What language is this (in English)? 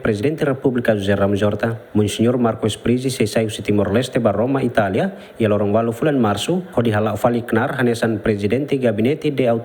Tetum